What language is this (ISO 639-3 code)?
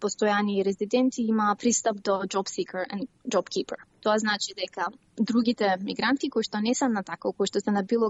mkd